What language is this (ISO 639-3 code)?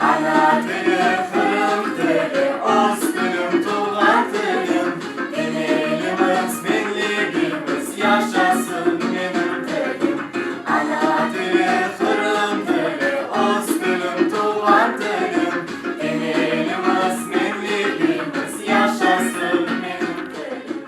crh